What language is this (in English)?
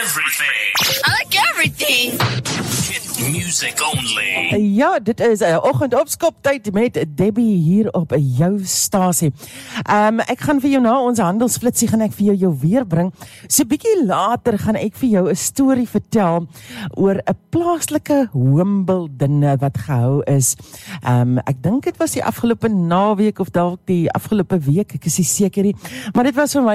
Afrikaans